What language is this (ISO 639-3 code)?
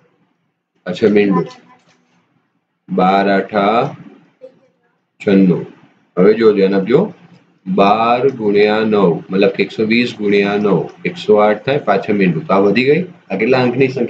guj